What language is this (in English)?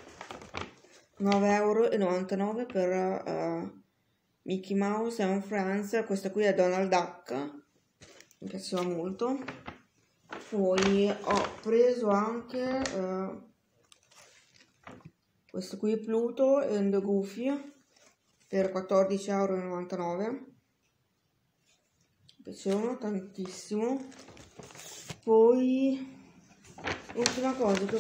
Italian